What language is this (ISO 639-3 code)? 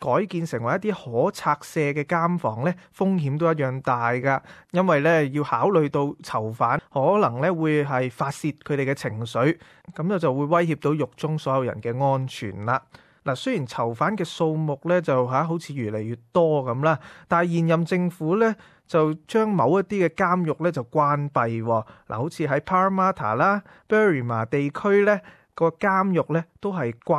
yue